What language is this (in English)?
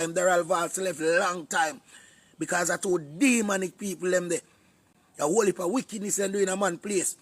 Jamaican Creole English